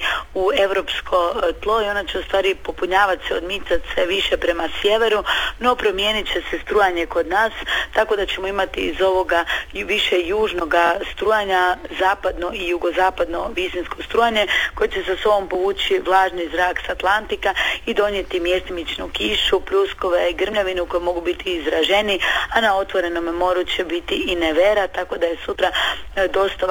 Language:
Croatian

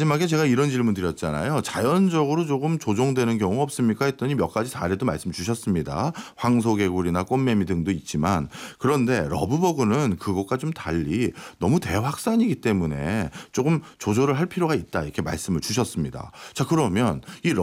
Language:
Korean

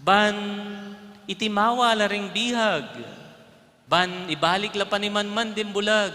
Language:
Pampanga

